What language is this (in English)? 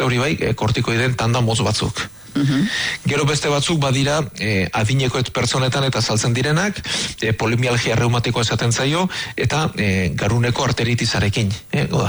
Basque